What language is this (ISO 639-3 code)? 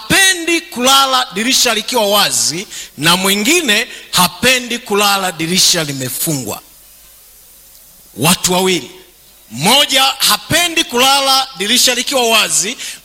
swa